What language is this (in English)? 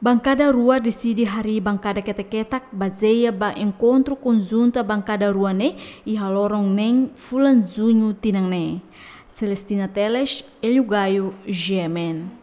Tetum